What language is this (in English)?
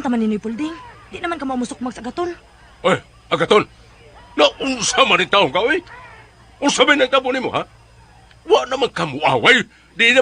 Cebuano